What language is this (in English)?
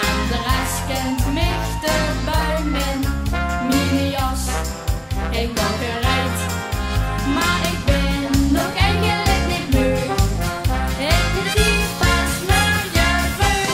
Limburgish